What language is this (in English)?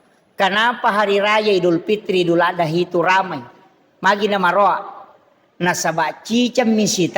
Buginese